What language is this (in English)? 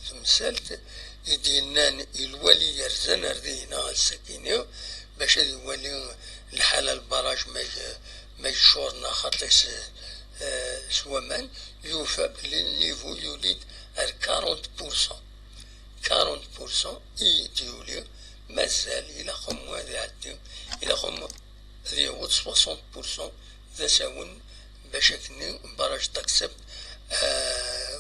Kabyle